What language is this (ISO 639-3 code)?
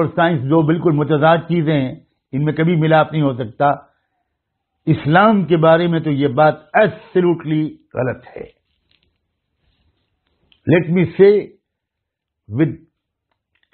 urd